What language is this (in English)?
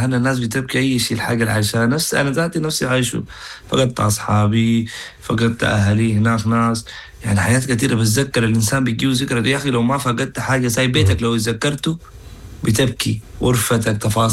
Sudanese Arabic